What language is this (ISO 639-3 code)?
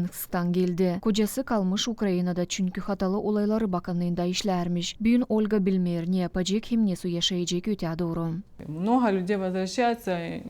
gag